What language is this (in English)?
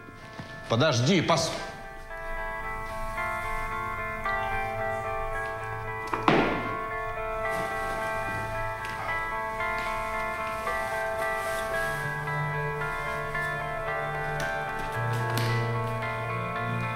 Russian